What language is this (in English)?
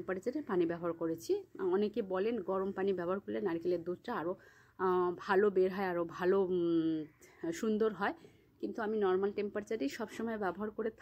Bangla